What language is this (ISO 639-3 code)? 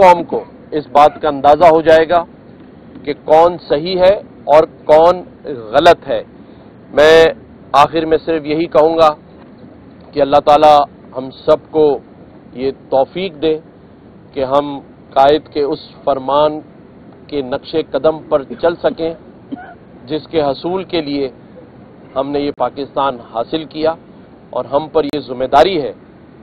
urd